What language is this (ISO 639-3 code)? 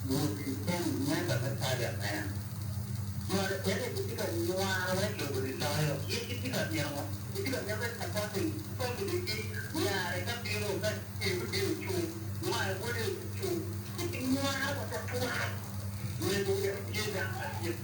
ach